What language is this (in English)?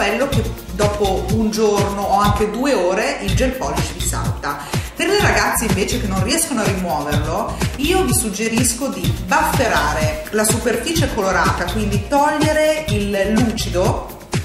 Italian